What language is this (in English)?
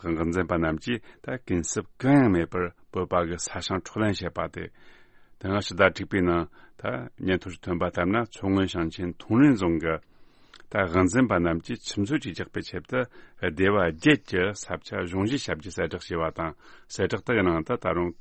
Tibetan